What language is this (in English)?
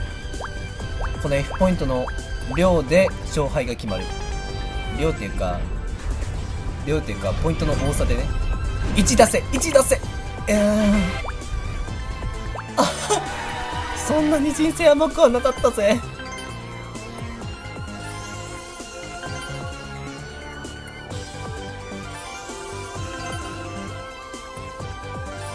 Japanese